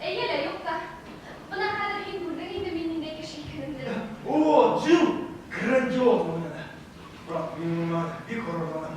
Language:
Bashkir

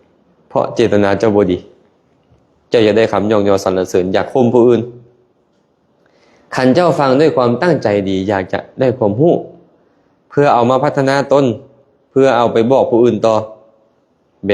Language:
Lao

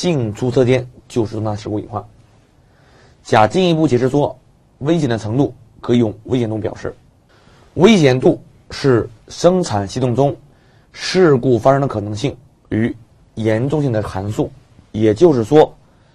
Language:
Chinese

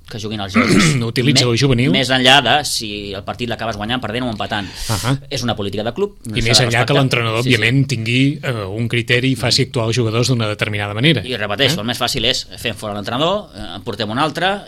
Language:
Catalan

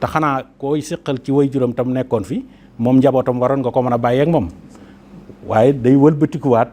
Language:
Wolof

